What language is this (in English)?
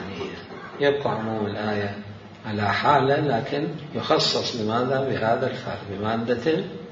Mesopotamian Arabic